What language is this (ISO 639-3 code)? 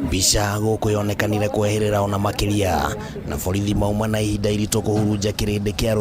kik